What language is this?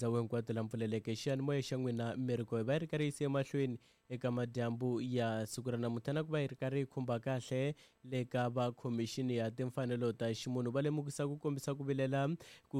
Tsonga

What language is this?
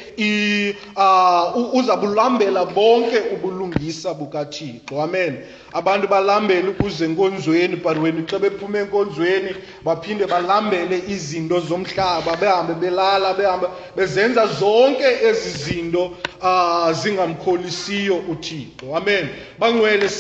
Xhosa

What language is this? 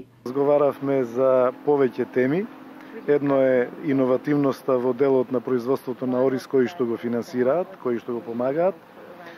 Macedonian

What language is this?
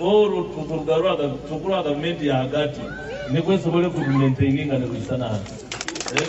Nyoro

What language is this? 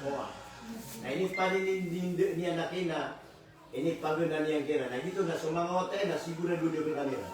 Maranao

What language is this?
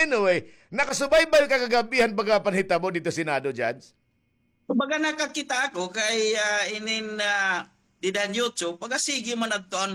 Waray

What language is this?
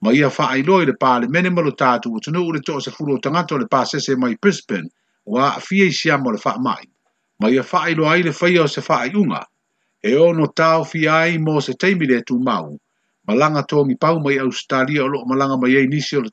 Samoan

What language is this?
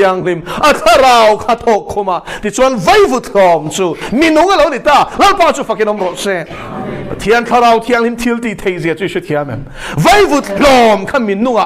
Mizo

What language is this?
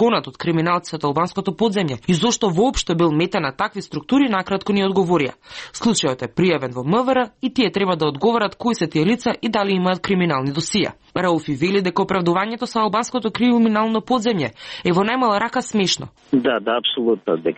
Macedonian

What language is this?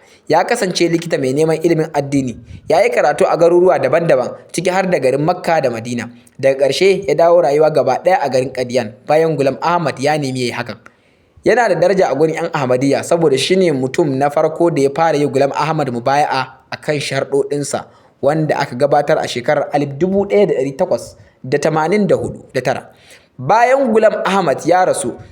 Hausa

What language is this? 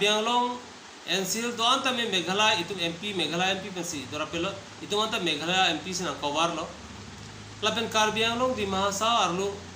Karbi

